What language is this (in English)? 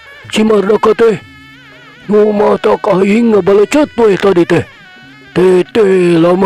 Sundanese